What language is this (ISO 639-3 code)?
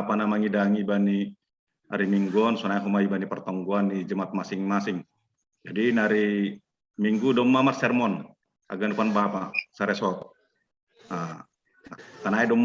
bts